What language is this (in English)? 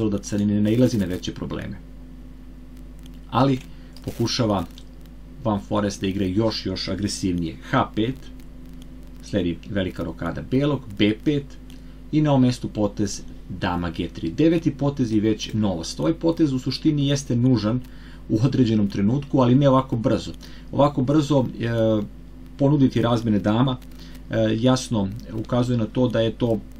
Serbian